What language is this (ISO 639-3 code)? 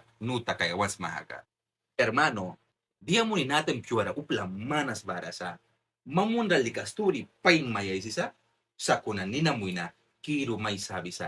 miq